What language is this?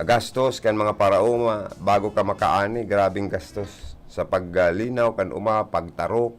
Bikol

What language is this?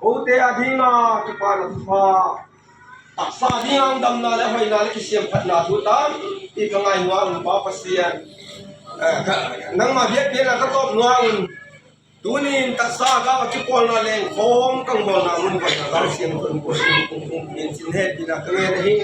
Tedim Chin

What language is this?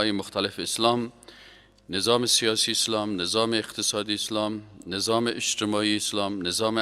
Persian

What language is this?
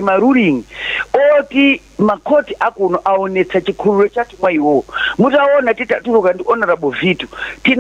Nyanja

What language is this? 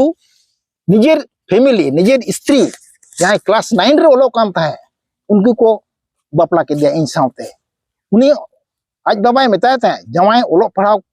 Santali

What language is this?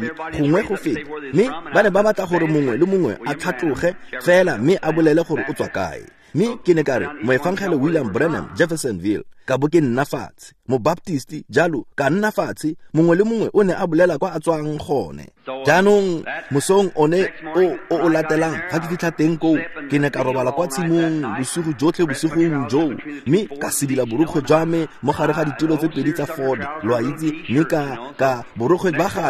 Tswana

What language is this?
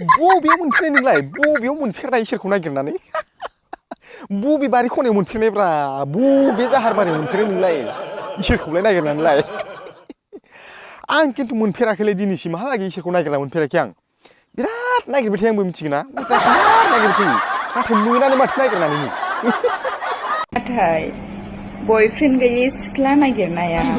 Bodo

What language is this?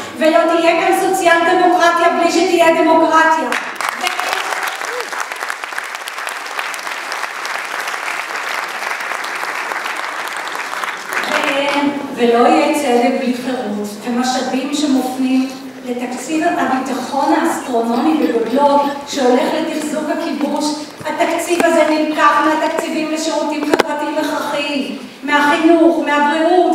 Hebrew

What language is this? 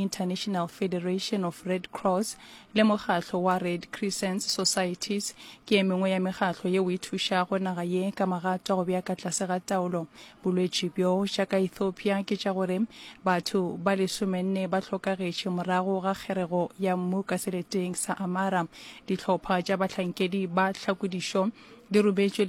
Northern Sotho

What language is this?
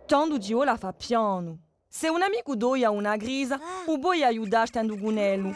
Corsican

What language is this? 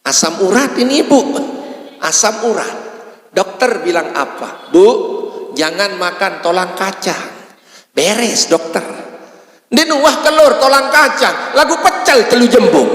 Sasak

